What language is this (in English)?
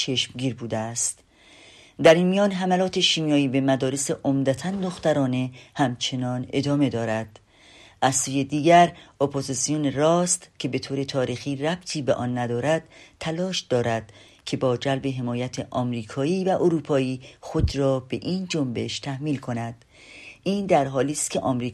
Persian